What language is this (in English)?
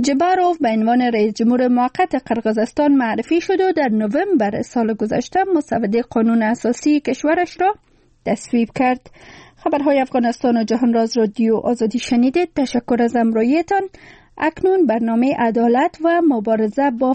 Persian